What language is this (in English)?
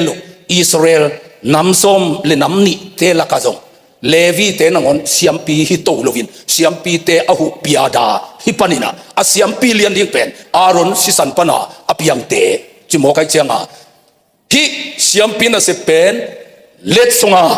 Tedim Chin